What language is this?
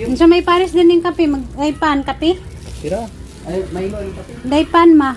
Cebuano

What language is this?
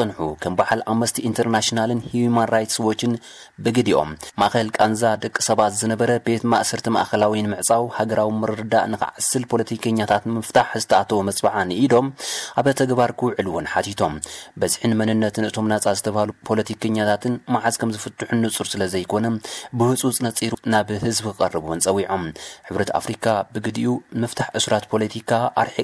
Tigrinya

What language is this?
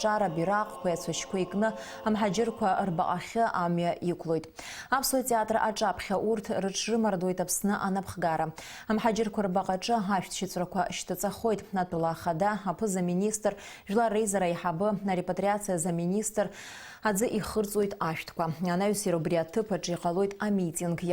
Abkhazian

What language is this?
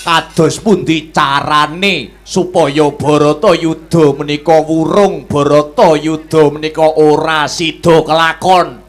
Javanese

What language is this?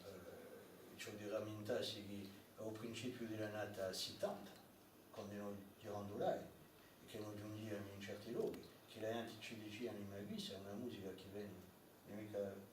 Corsican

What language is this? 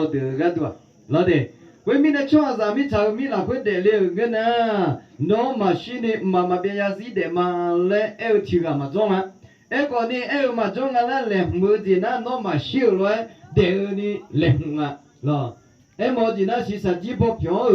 Akha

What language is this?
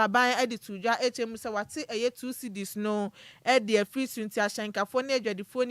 Akan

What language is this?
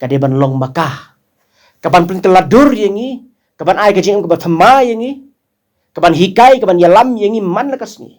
Khasi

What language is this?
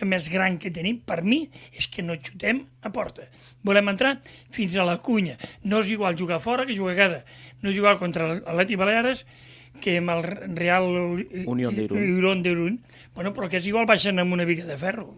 Catalan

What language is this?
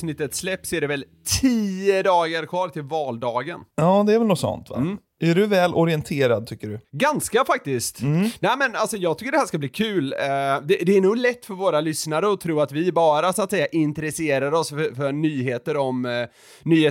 Swedish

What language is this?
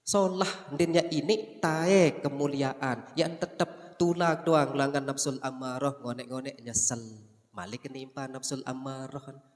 Sasak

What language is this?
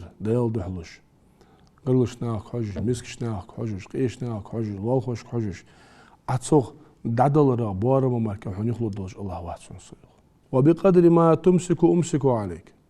Ingush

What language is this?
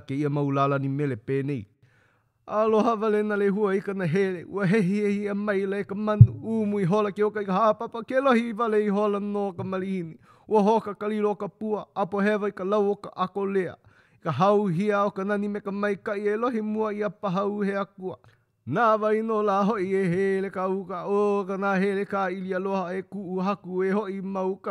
Hawaiian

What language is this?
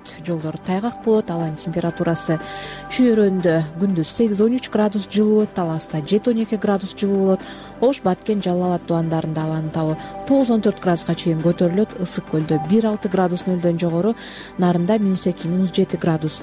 Kyrgyz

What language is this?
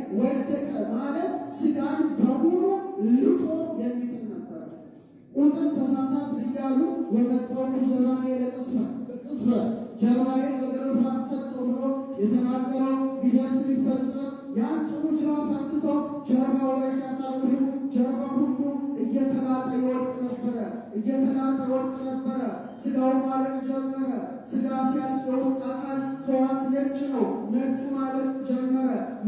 Amharic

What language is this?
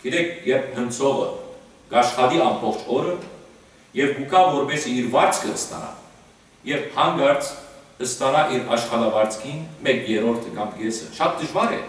Western Armenian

